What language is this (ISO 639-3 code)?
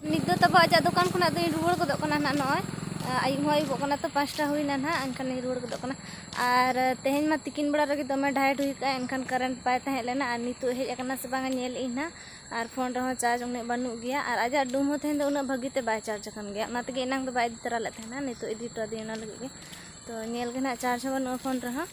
sat